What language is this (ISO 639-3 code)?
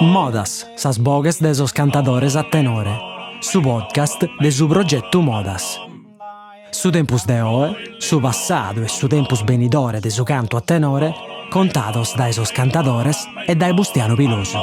srd